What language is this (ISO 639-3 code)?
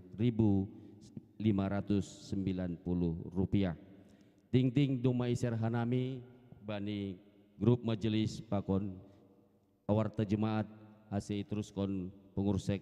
bts